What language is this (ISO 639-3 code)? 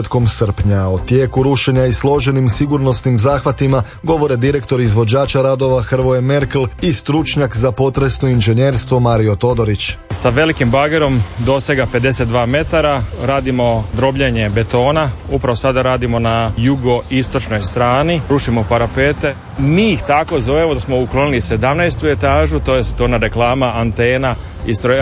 hrv